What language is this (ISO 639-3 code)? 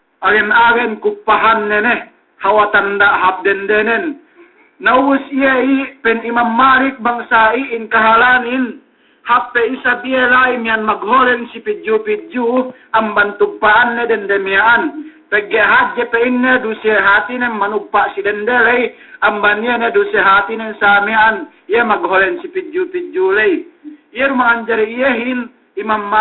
yka